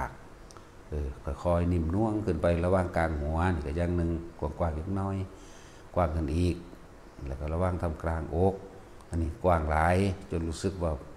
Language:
Northeastern Thai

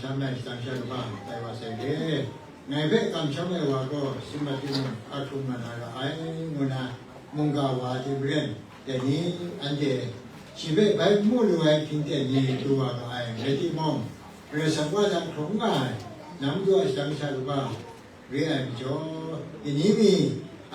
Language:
Kachin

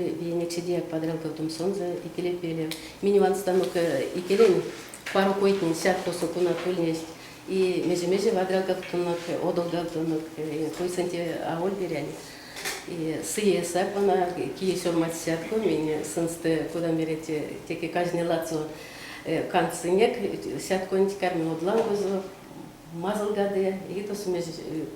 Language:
Erzya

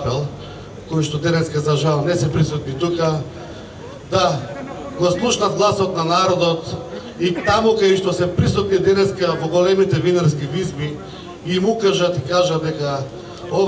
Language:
Macedonian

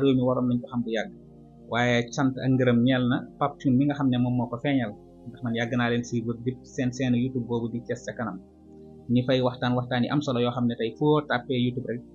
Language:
Wolof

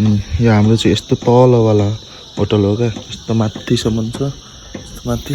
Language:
Nepali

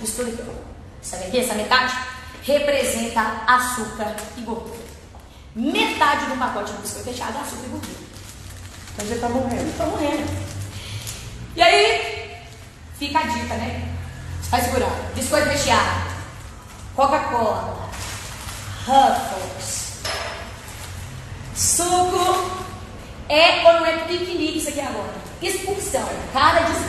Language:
Portuguese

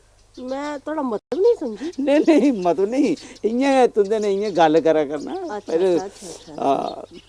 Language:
Dogri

